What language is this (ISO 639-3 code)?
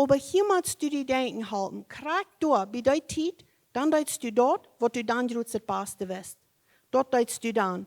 pdt